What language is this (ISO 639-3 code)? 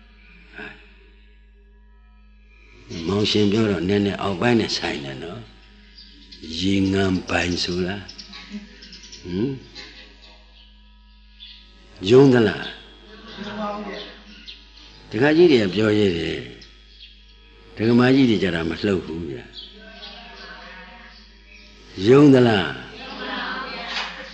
mya